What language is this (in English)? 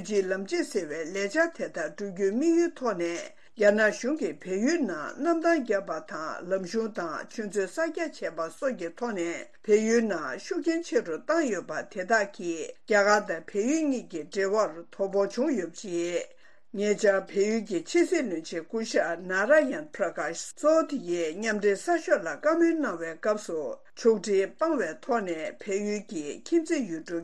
Tibetan